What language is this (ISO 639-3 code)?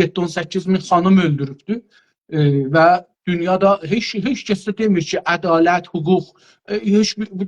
azb